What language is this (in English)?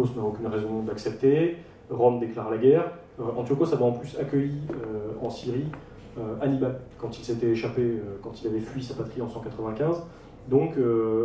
French